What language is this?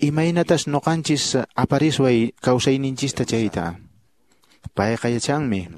Quechua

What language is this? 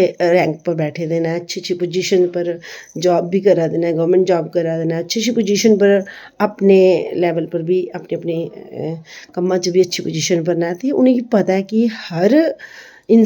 Dogri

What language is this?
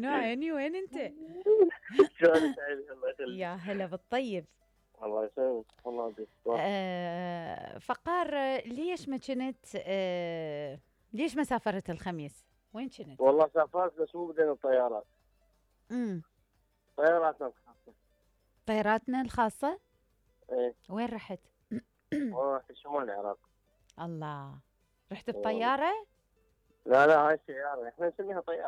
Mesopotamian Arabic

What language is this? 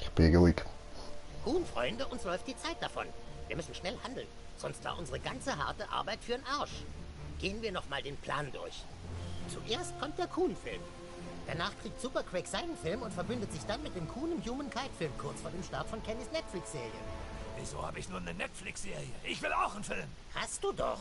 Swiss German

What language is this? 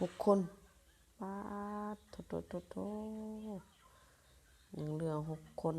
Lao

